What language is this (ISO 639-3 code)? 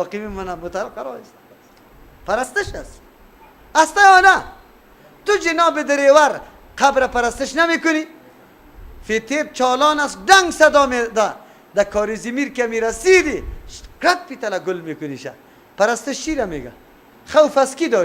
fas